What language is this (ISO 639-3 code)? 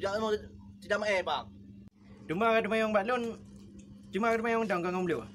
ace